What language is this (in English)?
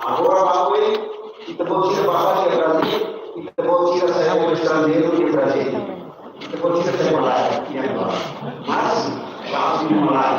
Tetum